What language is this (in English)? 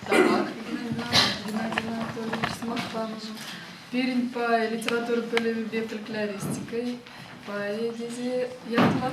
Chuvash